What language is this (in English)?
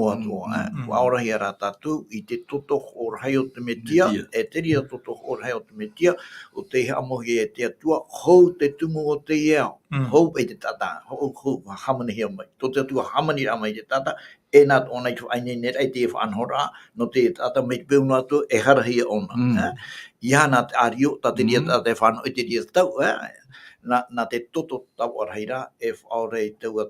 Tahitian